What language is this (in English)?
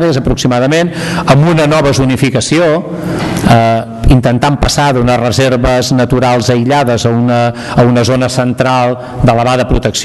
Catalan